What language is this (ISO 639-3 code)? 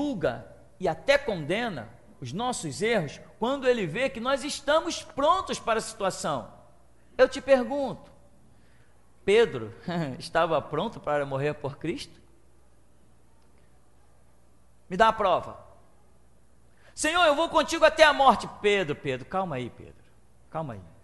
por